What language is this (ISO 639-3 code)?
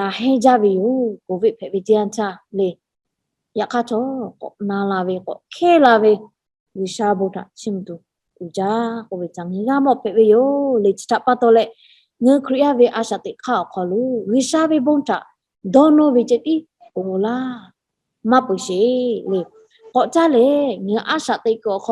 lhu